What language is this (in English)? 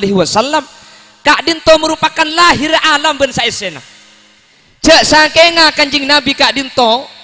Madurese